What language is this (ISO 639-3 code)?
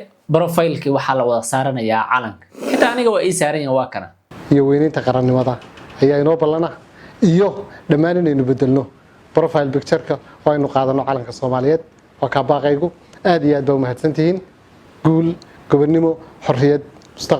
som